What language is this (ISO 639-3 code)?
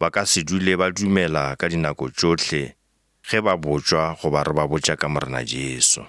nso